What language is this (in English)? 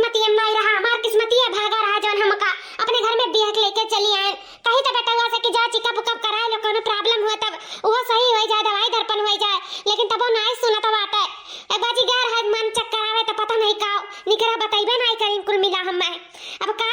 Awadhi